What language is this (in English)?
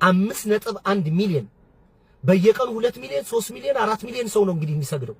Amharic